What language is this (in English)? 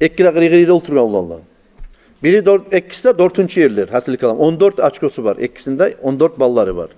Kumyk